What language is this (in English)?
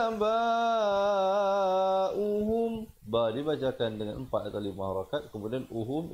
Malay